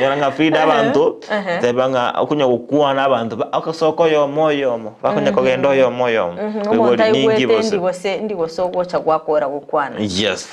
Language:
Gusii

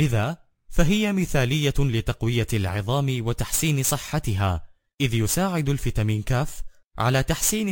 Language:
Arabic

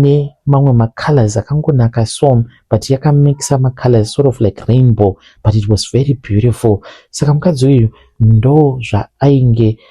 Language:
Shona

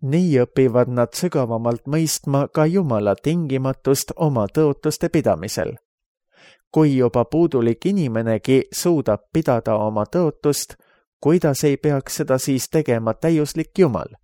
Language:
Estonian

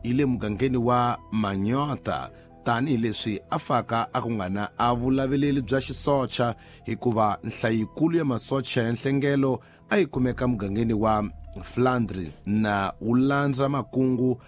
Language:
Tsonga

